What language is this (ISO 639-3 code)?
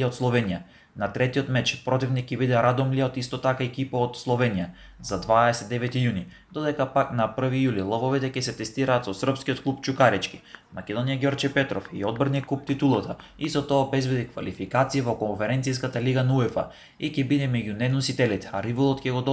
mkd